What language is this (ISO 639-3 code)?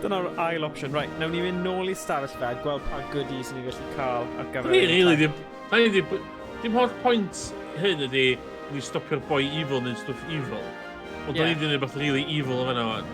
cym